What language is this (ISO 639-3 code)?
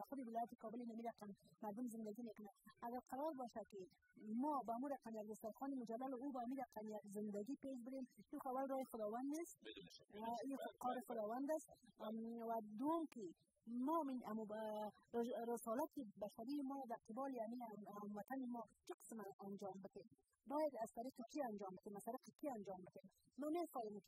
fas